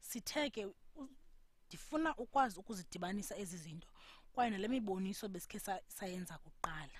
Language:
Xhosa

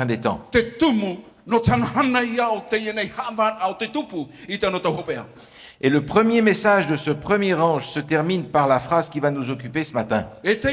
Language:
Tahitian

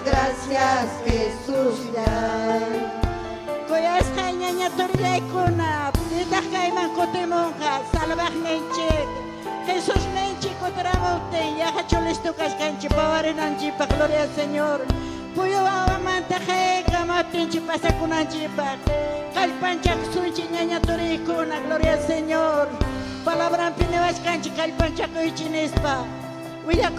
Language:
Ayacucho Quechua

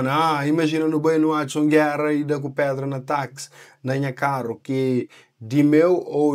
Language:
Kabuverdianu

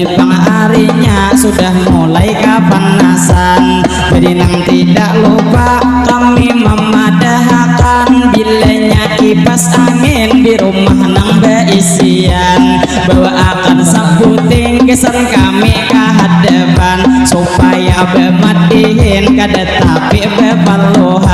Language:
Banjar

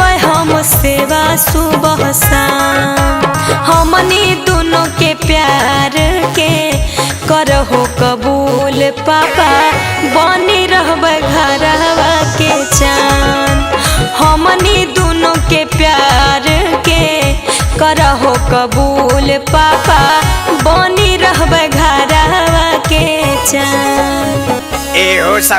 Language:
Magahi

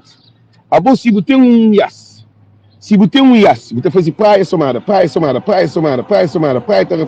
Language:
Kabuverdianu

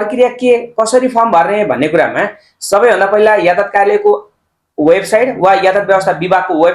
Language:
Nepali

